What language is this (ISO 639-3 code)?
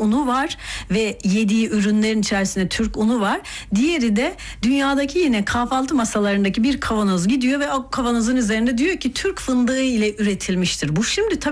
tur